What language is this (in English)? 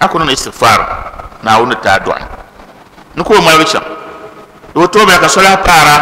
Dagbani